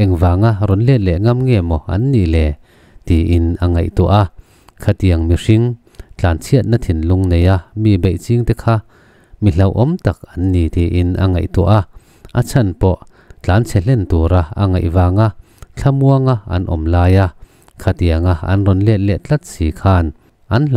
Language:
Mizo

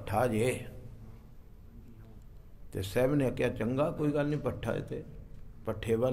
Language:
Punjabi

